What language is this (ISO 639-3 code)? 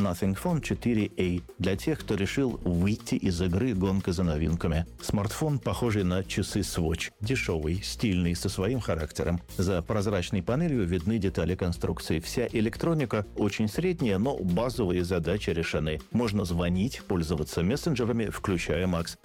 rus